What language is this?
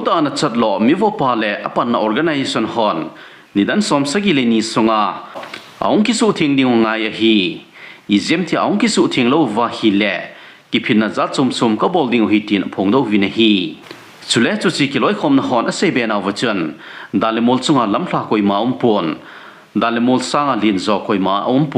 Thado Chin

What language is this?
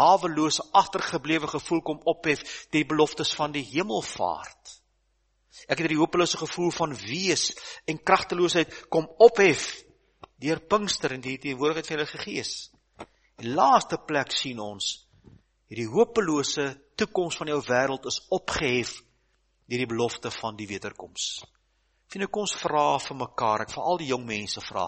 Afrikaans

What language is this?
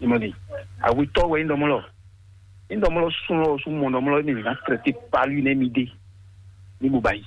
Fon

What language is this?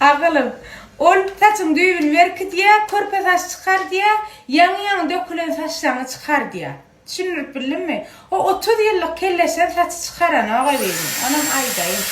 Turkmen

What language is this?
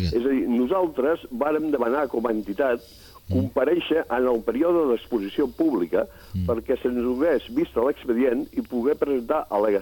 Catalan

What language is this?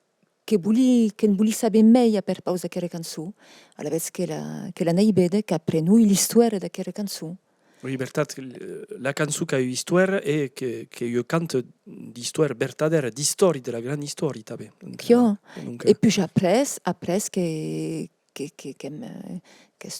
Occitan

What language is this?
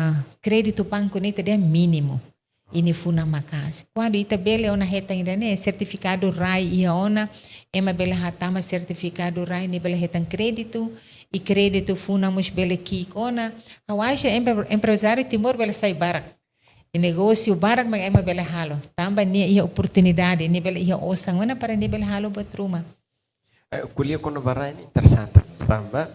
Tetum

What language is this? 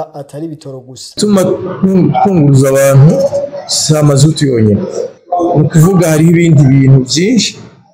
Rundi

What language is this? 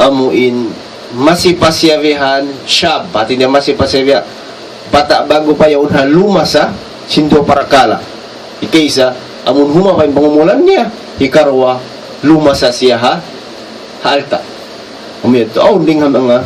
Tausug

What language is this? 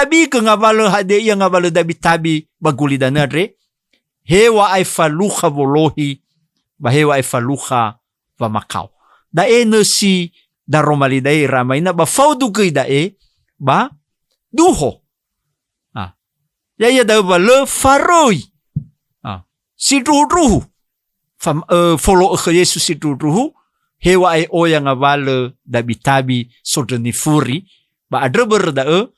Nias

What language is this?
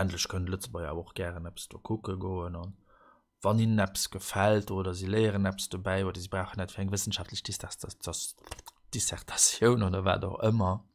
Luxembourgish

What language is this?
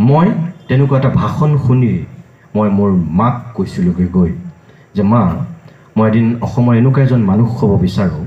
Assamese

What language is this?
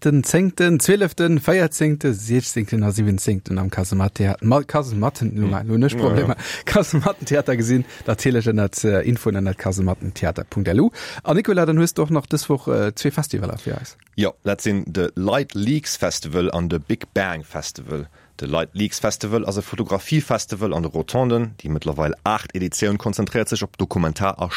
Luxembourgish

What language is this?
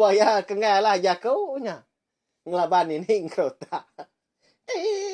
Iban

